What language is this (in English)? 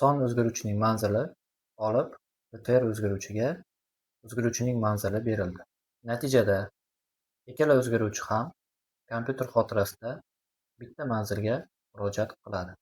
Uzbek